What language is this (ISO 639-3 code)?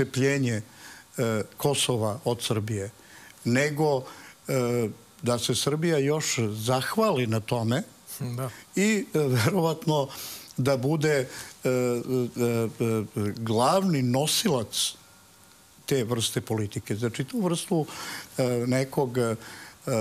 srp